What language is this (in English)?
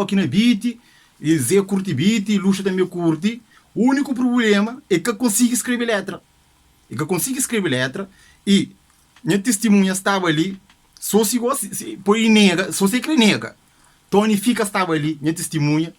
Kabuverdianu